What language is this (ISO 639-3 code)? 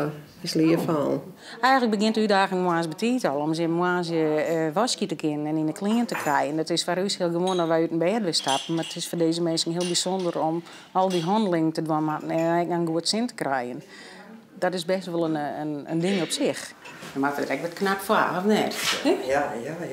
fry